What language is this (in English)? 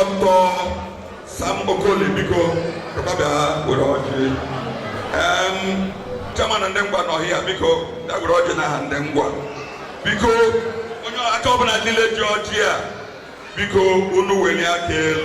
Igbo